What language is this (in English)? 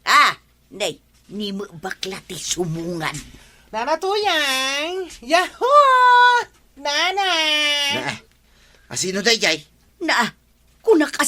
Iloko